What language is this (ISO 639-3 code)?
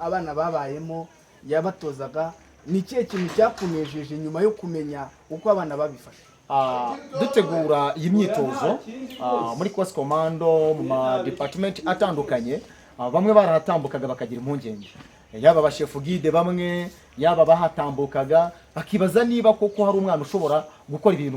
kin